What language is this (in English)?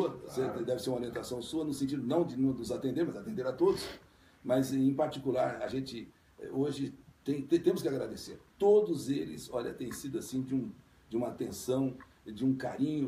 Portuguese